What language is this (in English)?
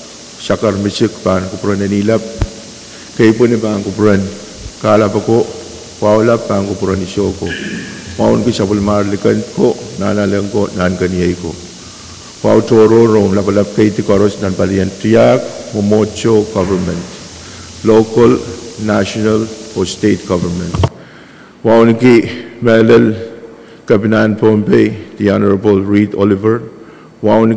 Pohnpeian